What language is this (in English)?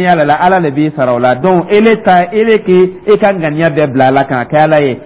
Dyula